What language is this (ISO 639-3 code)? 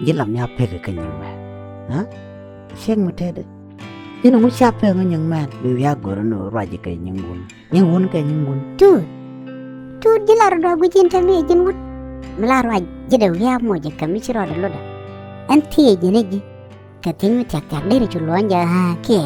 nus